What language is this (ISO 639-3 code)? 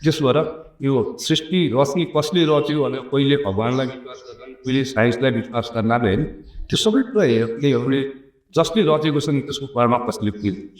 nep